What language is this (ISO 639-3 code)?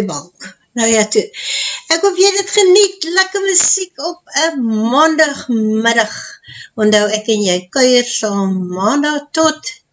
afr